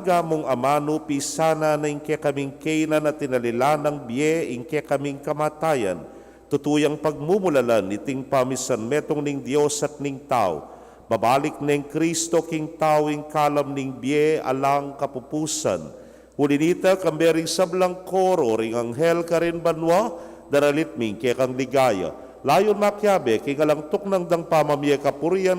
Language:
Pampanga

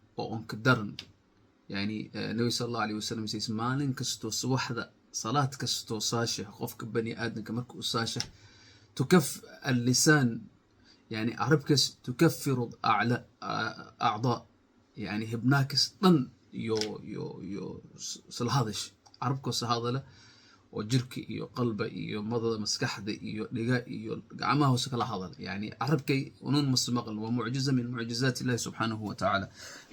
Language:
Somali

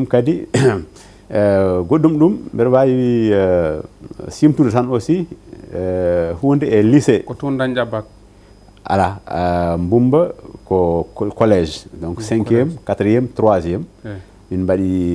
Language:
Fula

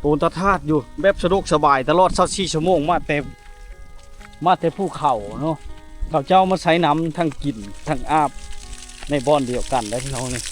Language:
Lao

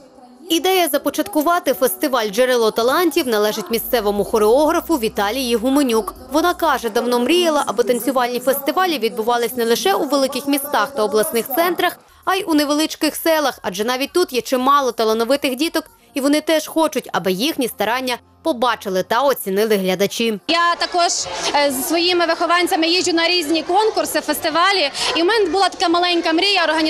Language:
Ukrainian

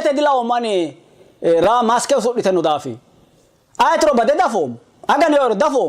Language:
Sidamo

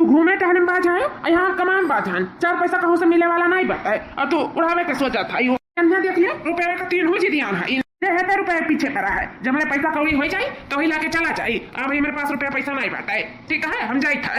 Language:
Awadhi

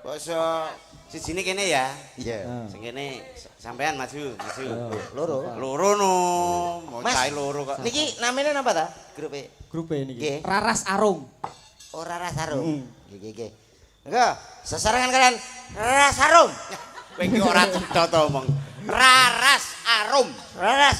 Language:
Javanese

